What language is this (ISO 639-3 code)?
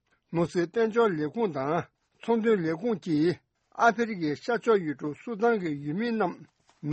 bod